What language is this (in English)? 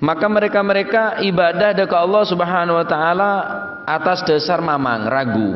Madurese